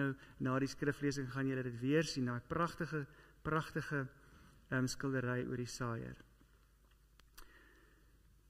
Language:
Afrikaans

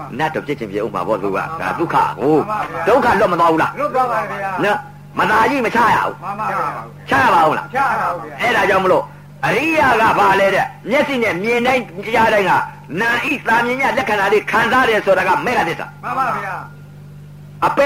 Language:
Burmese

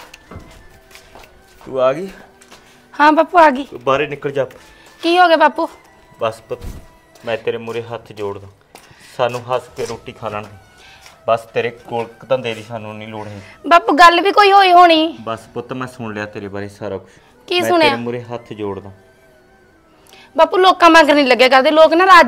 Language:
Punjabi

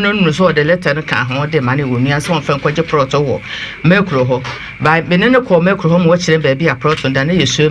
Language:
Akan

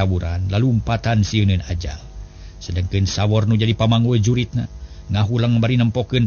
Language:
Sundanese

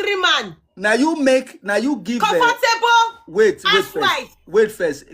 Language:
Nigerian Pidgin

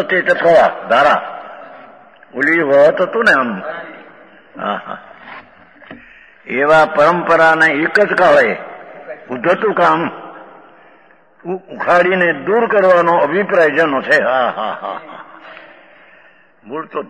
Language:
Gujarati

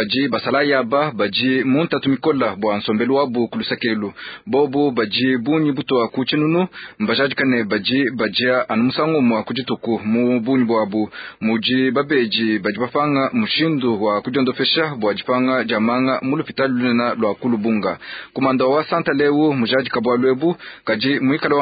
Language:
Luba-Lulua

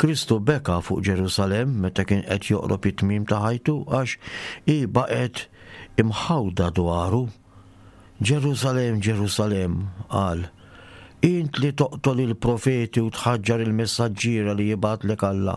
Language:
Maltese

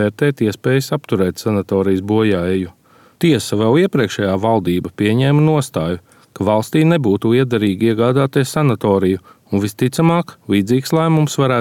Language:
Latvian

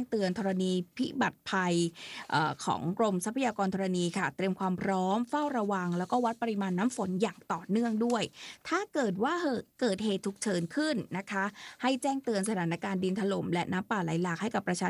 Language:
Thai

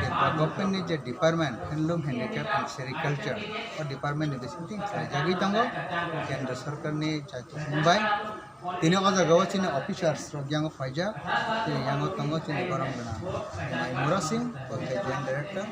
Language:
Kok Borok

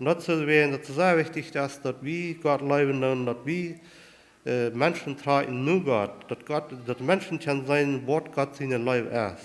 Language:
Plautdietsch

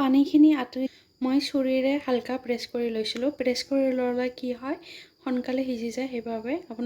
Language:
Assamese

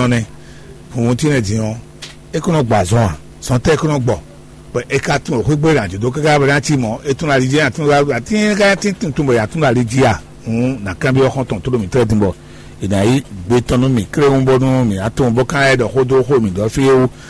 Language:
Fon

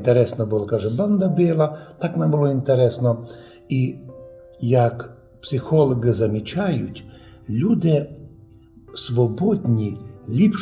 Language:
Rusyn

